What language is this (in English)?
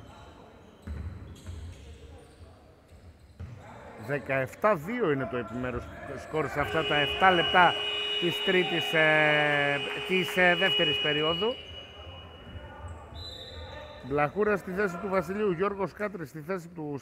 Greek